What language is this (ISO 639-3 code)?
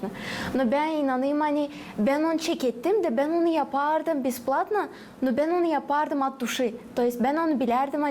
gag